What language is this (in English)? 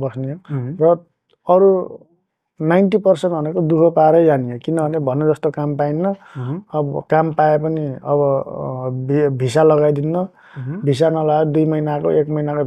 Nepali